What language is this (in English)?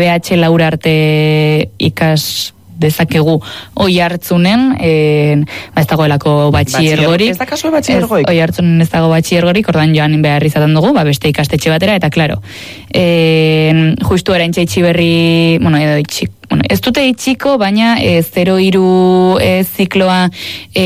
Basque